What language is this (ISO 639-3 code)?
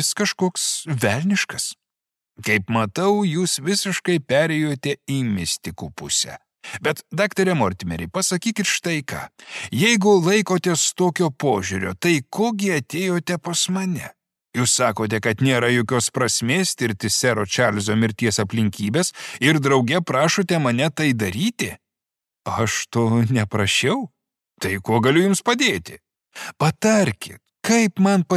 lit